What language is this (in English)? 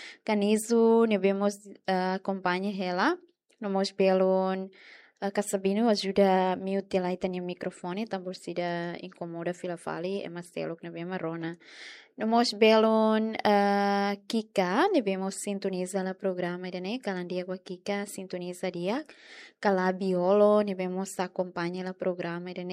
Tetum